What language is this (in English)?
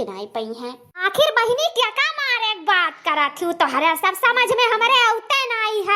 Awadhi